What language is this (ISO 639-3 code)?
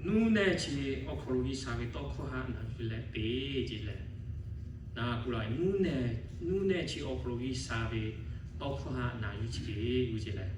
lhu